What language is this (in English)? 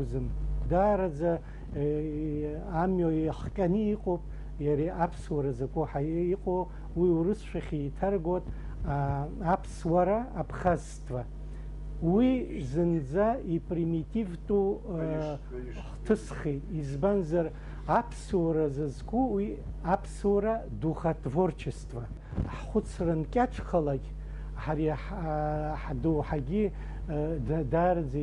Abkhazian